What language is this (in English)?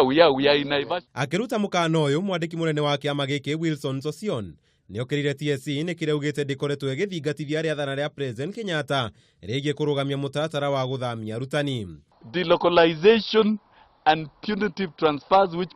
Kikuyu